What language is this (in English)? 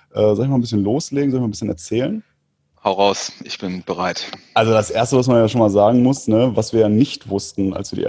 German